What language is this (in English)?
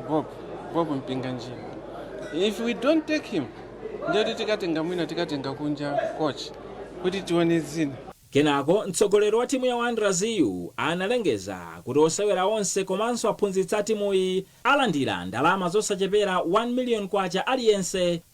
Nyanja